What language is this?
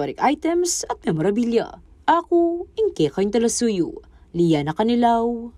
Pampanga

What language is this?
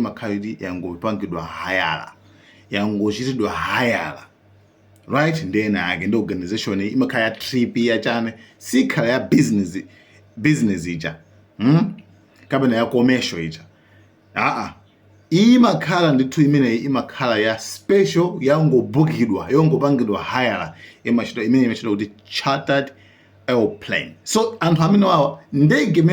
Nyanja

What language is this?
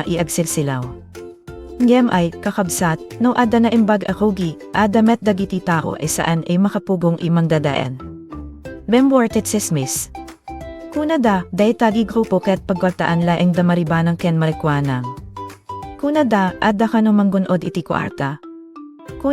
Iloko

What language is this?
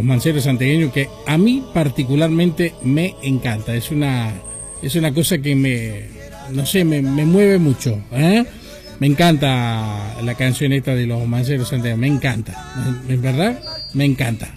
Spanish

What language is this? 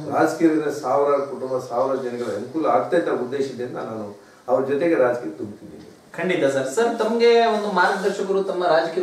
Kannada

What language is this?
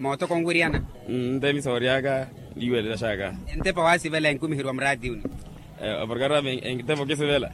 Makhuwa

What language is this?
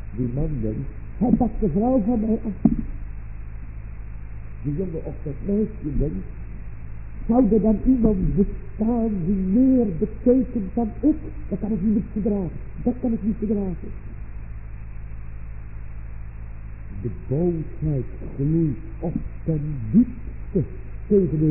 Dutch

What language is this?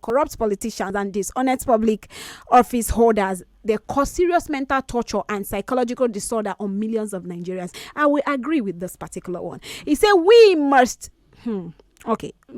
Nigerian Pidgin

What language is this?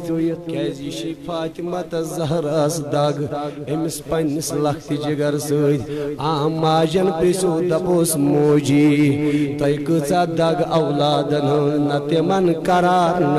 Kashmiri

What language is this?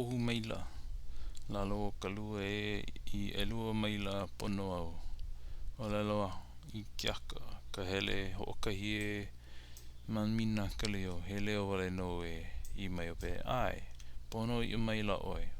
Hawaiian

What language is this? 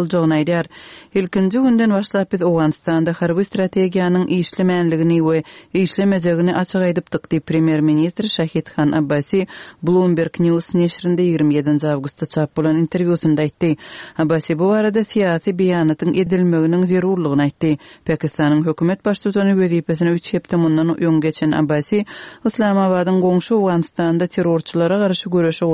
Kyrgyz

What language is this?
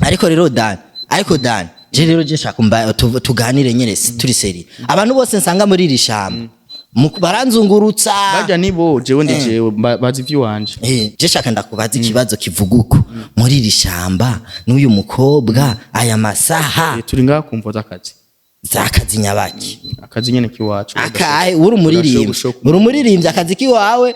Rundi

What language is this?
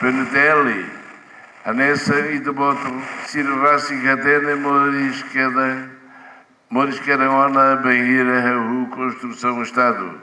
Tetum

